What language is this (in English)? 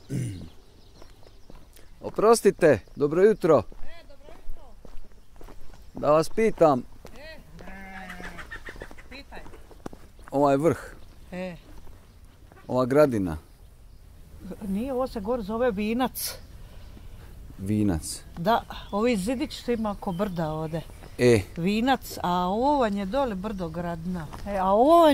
Croatian